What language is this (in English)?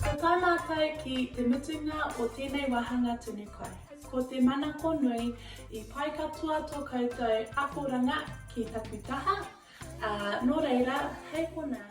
Māori